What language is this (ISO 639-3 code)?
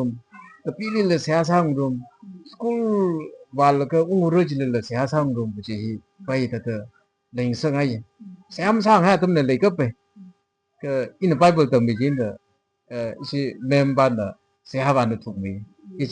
nmf